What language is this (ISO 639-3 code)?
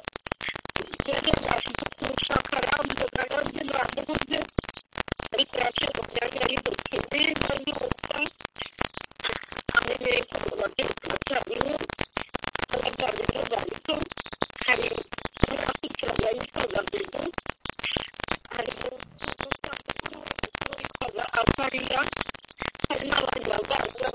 kin